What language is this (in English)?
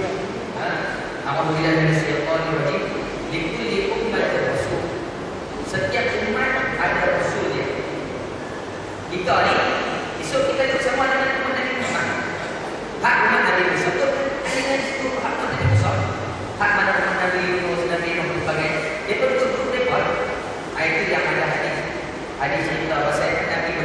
Malay